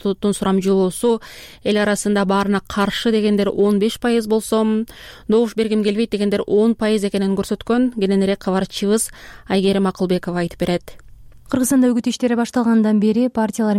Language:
Kyrgyz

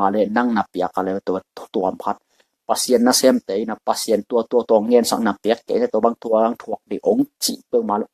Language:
Tedim Chin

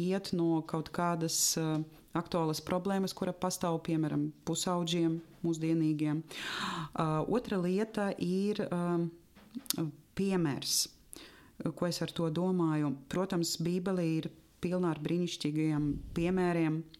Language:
Latvian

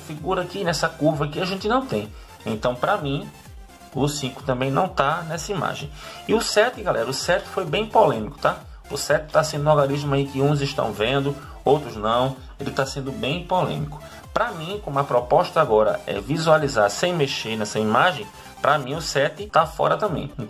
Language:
Portuguese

